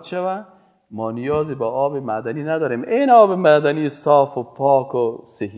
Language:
Persian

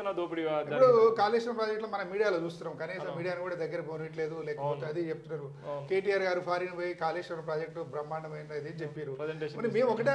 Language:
Telugu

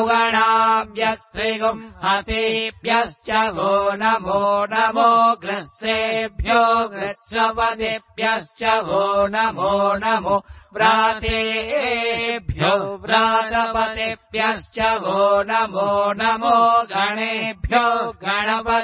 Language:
Sanskrit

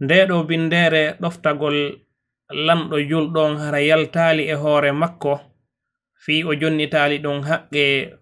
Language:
Fula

